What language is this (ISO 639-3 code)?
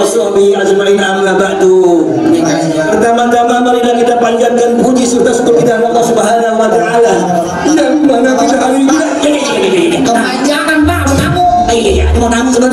bew